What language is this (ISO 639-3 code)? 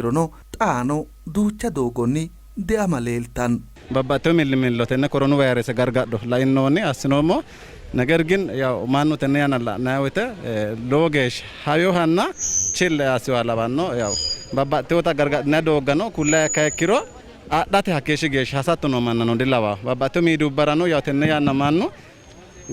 sid